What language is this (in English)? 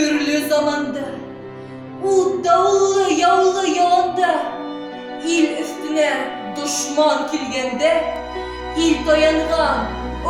Bashkir